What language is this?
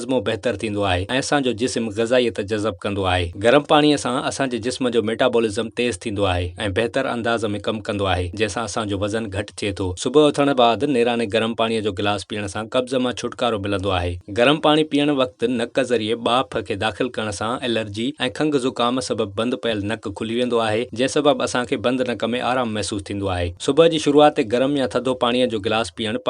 Sindhi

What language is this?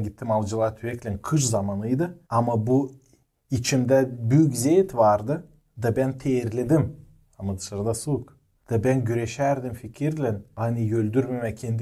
Gagauz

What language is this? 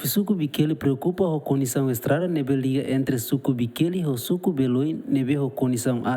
Tetum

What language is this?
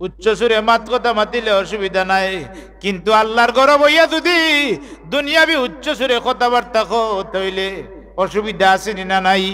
Sylheti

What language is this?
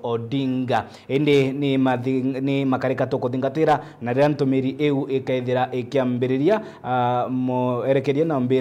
Meru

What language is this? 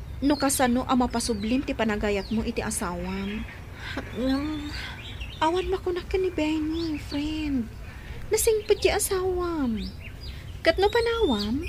Iloko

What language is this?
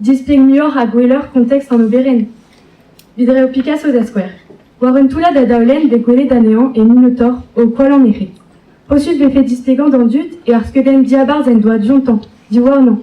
Breton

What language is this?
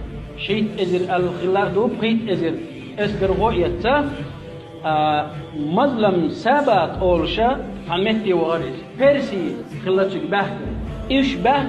Chechen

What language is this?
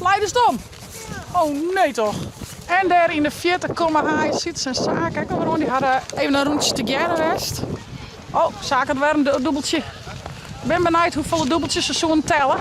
Western Frisian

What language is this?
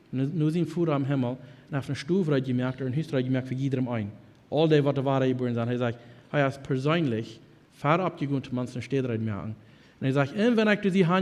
Plautdietsch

